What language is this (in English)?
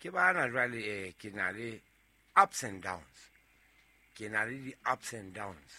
Southern Sotho